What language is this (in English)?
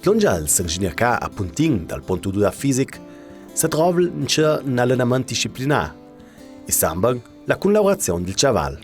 Ladin